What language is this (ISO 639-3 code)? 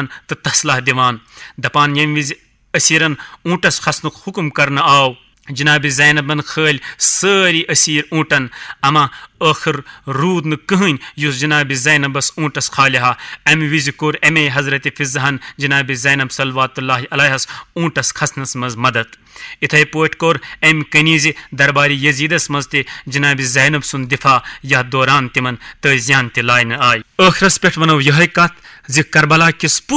kas